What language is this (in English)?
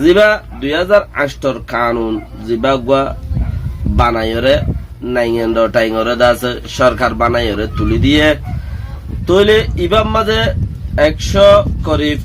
Rohingya